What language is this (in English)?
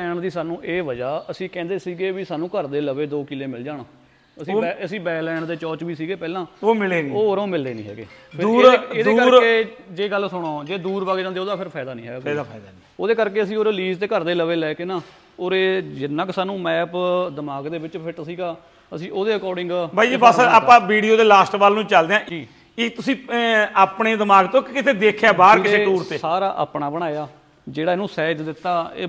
Punjabi